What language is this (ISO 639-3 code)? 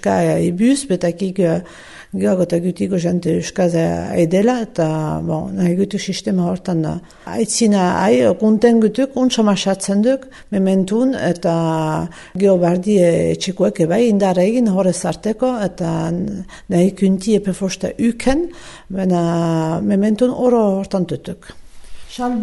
eus